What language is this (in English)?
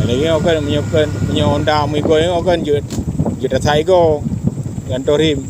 Achinese